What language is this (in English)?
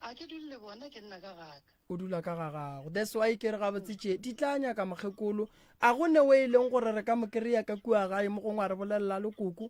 Northern Sotho